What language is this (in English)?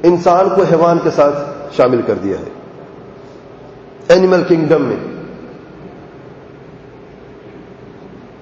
Urdu